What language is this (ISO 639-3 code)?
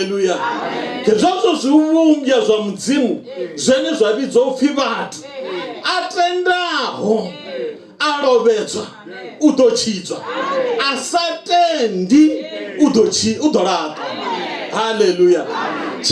ven